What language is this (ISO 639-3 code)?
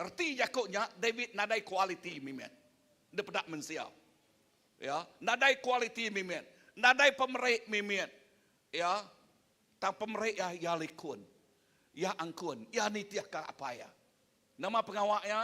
iba